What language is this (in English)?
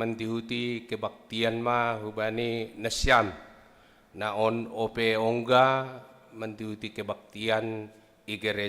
Batak Simalungun